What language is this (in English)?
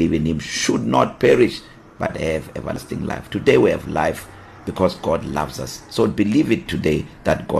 English